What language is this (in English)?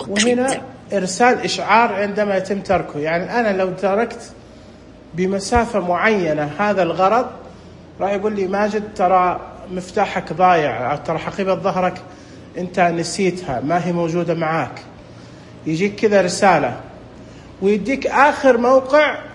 Najdi Arabic